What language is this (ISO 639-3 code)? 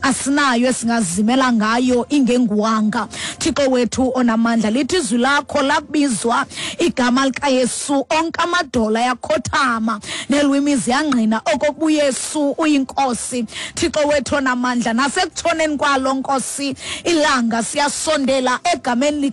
xho